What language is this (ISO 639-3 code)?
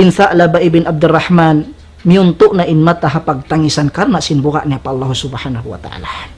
tsg